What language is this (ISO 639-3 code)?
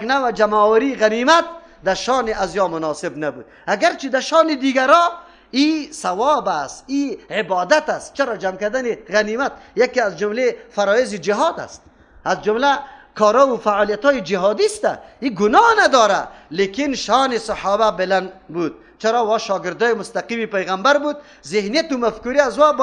fas